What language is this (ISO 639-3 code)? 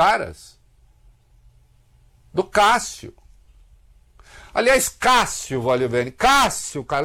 por